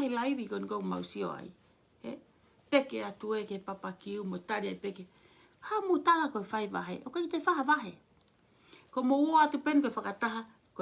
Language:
Tongan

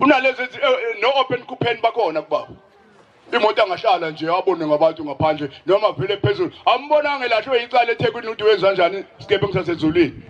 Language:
Zulu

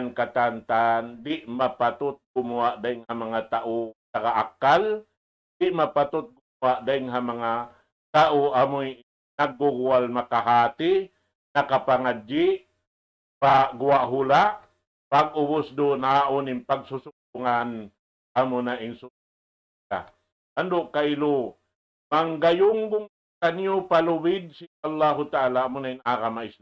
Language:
Tausug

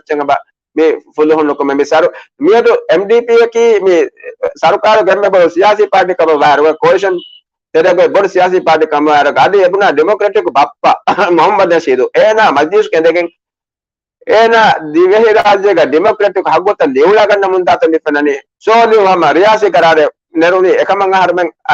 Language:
Divehi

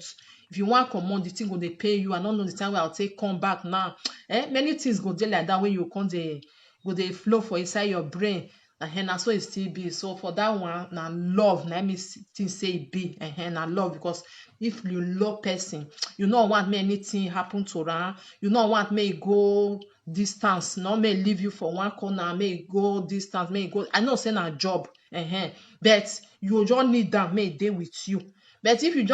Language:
Nigerian Pidgin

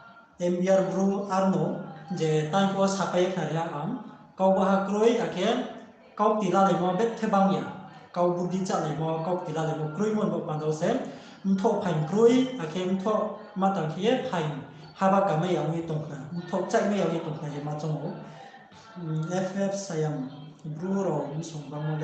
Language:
Riang (India)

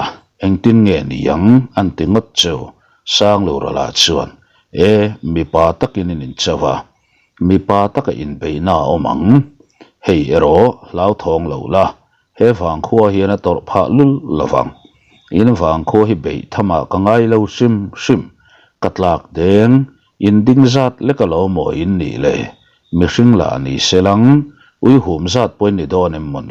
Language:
Mizo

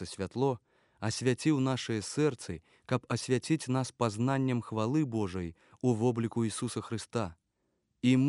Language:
Belarusian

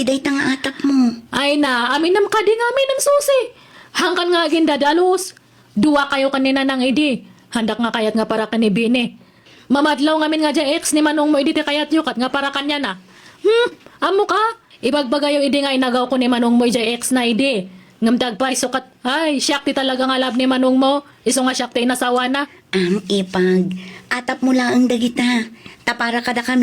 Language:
Iloko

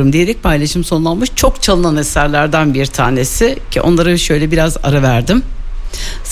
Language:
Turkish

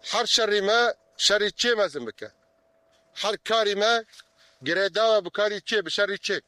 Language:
Kurdish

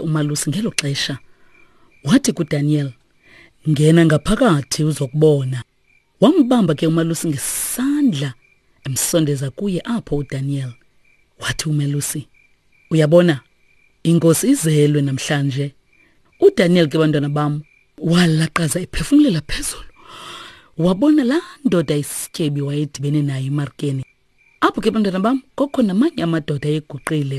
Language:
Xhosa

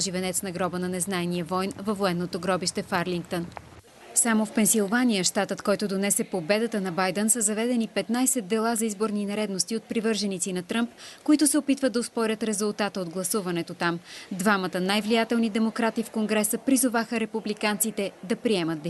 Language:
Bulgarian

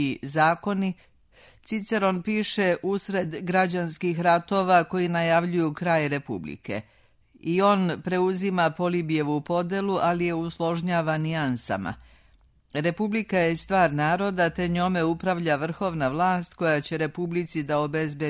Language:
Serbian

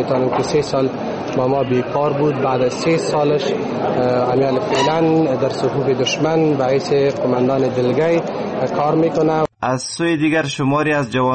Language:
Persian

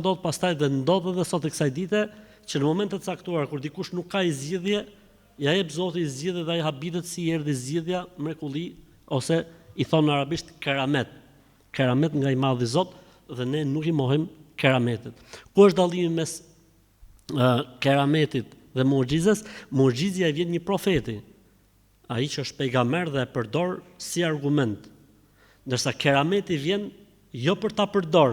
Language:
Albanian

